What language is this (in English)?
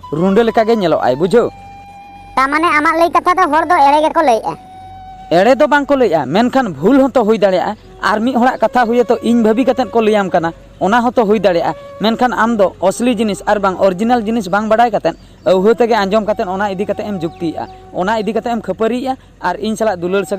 Santali